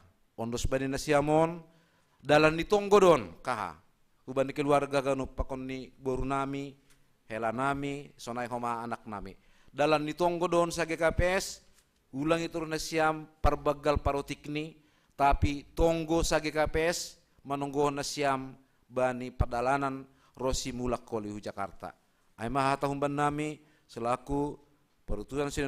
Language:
Batak Simalungun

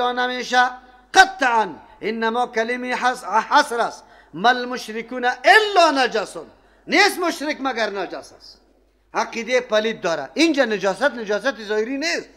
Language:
Persian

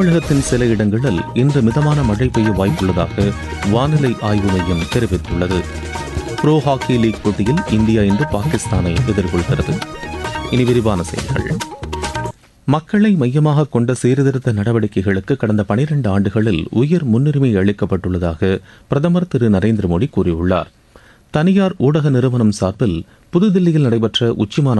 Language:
Tamil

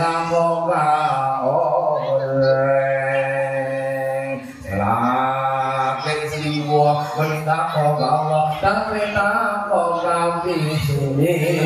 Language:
Madurese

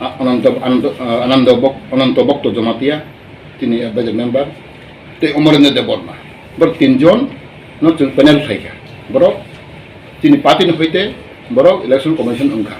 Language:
Kok Borok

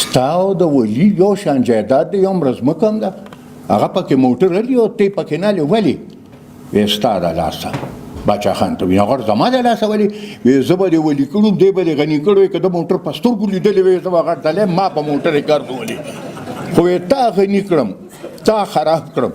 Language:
Pashto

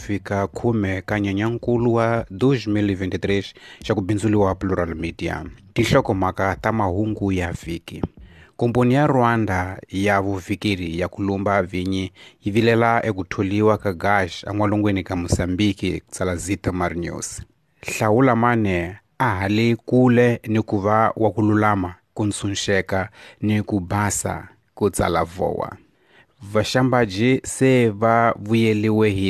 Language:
Tsonga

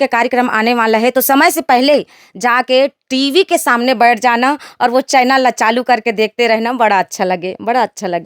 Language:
Chhattisgarhi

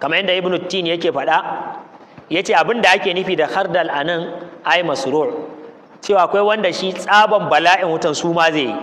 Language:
Hausa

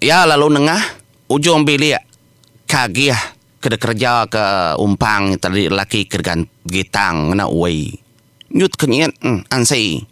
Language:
Iban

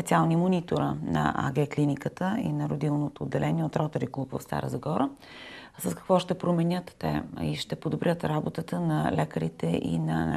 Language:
Bulgarian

